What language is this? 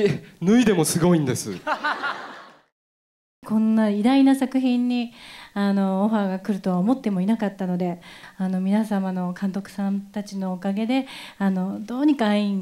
Japanese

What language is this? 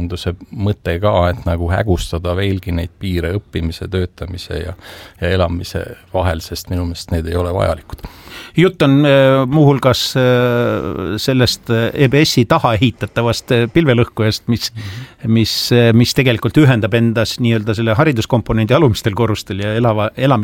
Estonian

